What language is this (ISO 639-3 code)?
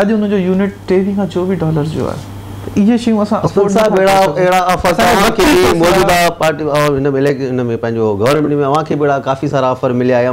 snd